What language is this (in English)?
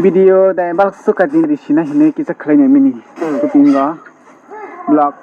Kok Borok